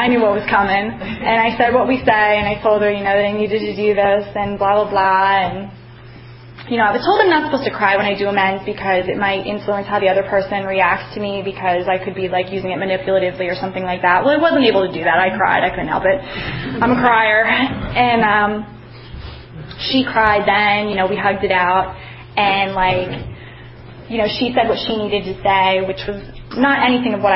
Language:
English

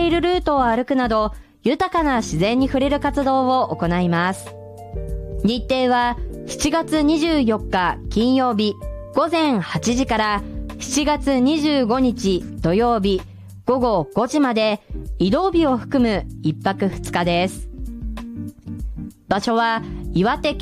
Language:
Japanese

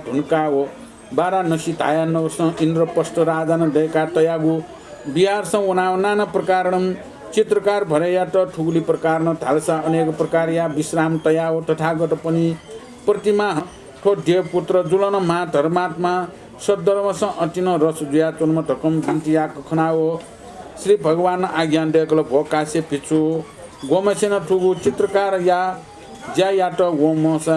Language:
Newari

